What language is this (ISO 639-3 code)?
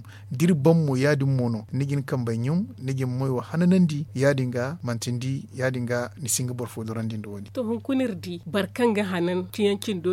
dje